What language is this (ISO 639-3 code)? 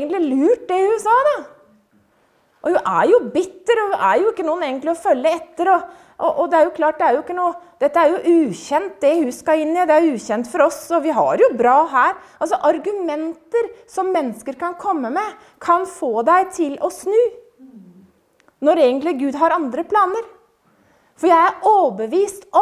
nor